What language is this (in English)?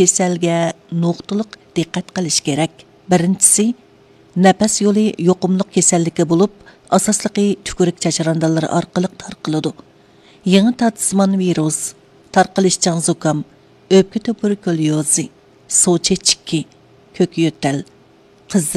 Uyghur